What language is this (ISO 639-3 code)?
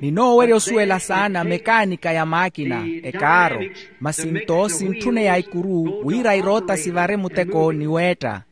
vmw